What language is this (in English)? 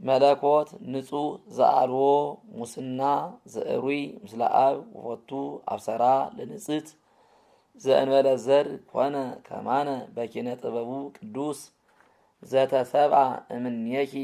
Amharic